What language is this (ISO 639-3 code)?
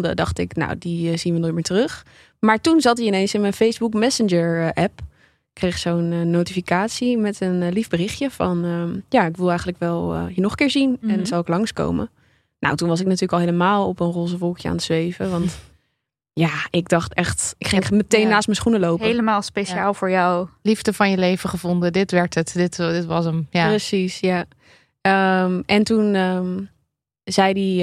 nld